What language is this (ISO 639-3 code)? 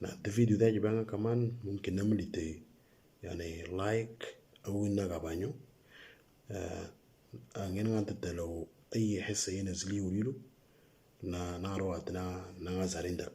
mor